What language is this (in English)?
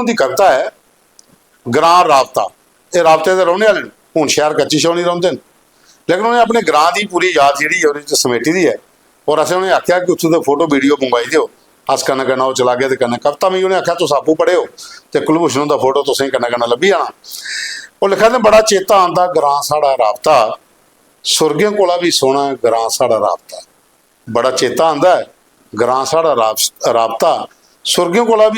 Dogri